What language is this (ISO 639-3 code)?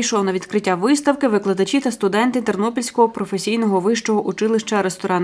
ukr